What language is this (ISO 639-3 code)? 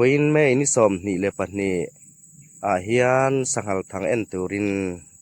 hmr